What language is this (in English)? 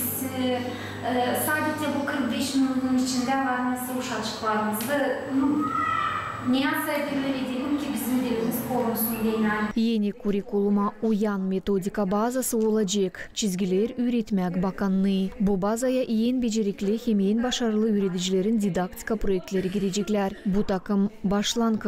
Gagauz